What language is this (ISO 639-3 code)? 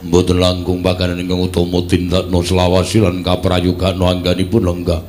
jav